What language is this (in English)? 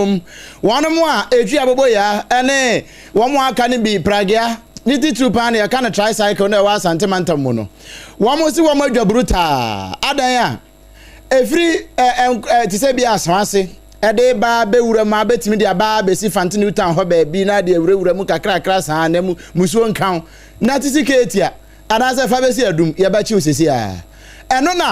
Akan